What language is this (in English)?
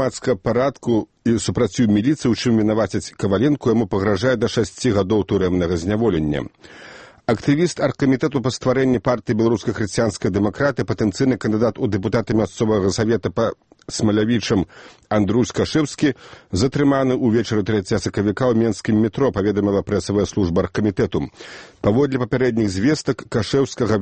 Belarusian